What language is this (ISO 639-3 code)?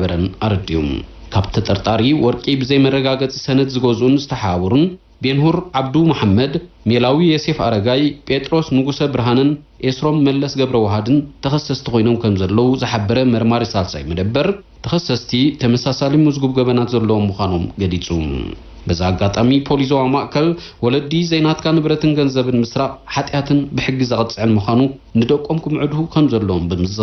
tir